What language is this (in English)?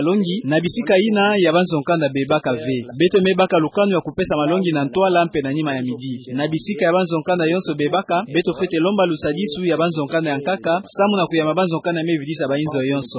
Kituba (Democratic Republic of Congo)